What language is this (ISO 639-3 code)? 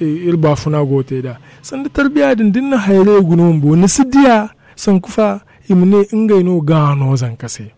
dje